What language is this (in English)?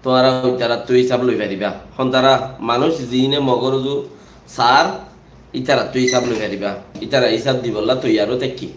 Rohingya